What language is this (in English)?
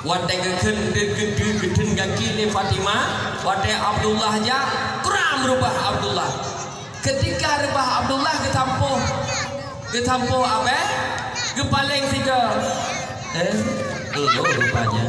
Achinese